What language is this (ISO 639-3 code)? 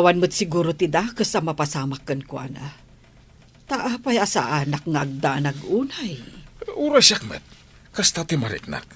ilo